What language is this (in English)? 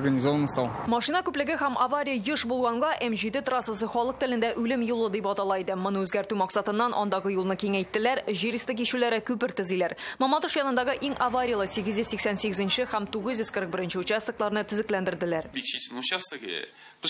Tatar